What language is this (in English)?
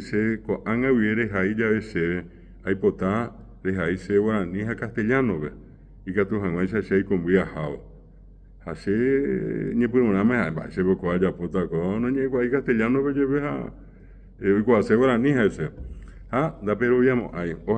Guarani